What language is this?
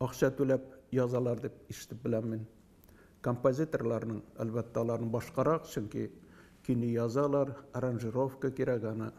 Tatar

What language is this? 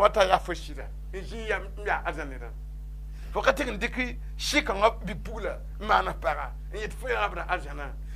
Mossi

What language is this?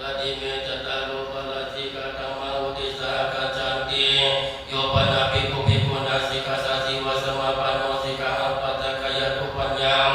Pali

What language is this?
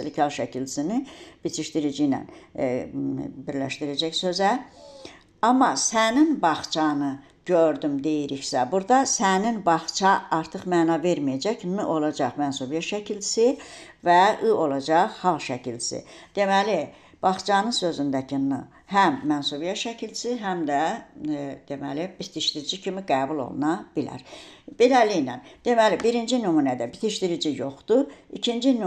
Azerbaijani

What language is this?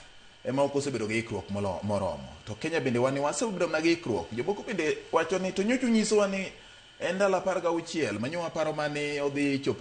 Luo (Kenya and Tanzania)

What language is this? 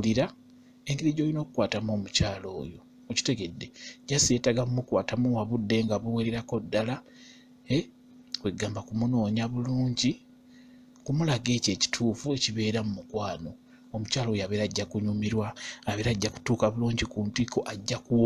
Ganda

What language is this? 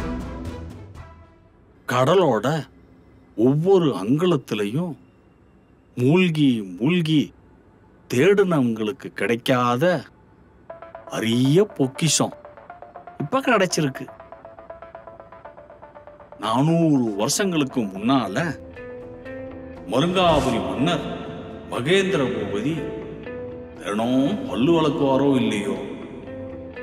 Tamil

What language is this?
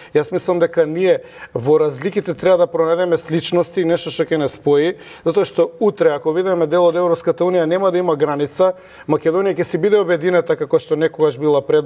Macedonian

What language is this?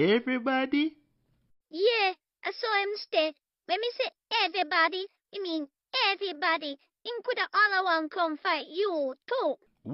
Jamaican Creole English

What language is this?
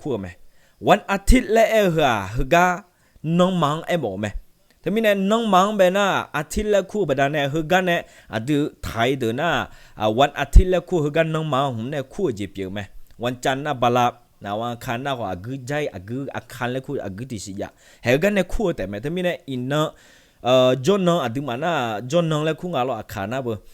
Akha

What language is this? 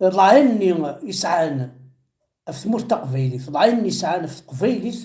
Kabyle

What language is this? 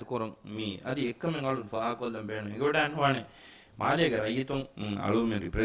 Divehi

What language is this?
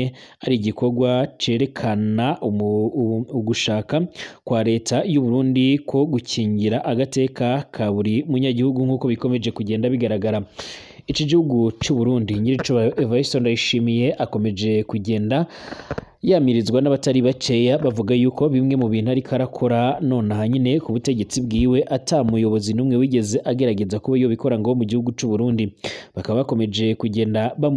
Rundi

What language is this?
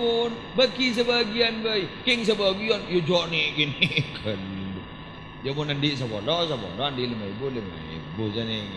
Madurese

